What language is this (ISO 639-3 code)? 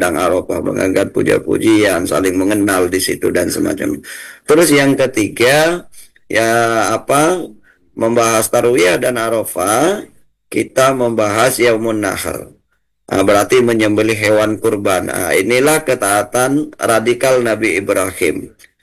ind